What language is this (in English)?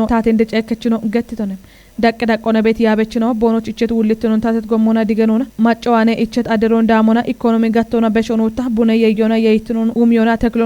Kafa